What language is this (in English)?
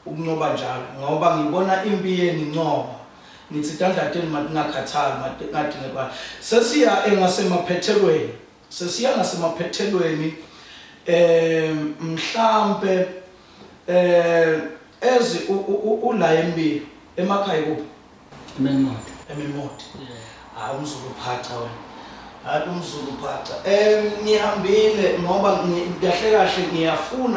Zulu